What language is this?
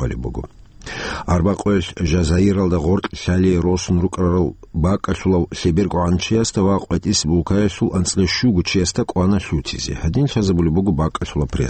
Avaric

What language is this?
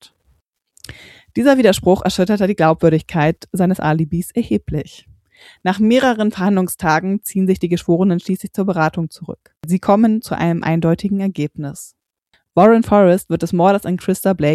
German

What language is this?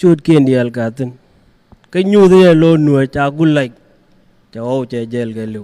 Nuer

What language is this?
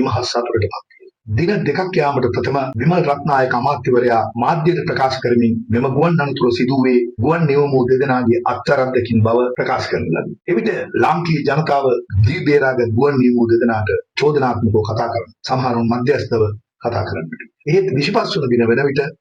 Sinhala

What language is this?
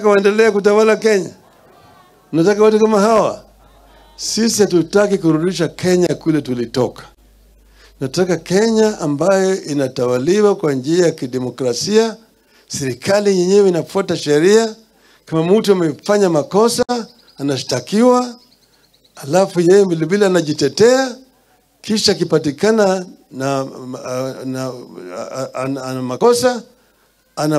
Swahili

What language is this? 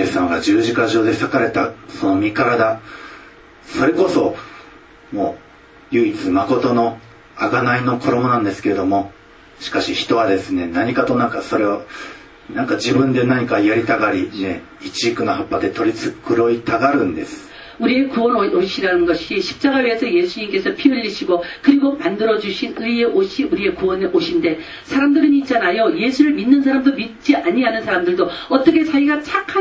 Korean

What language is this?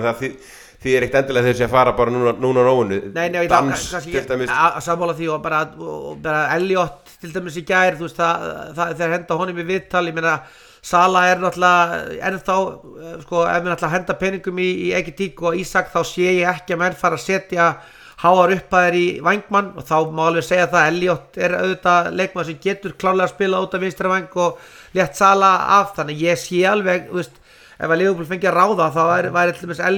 Icelandic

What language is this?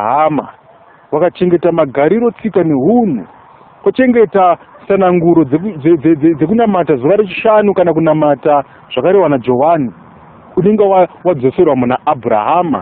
Shona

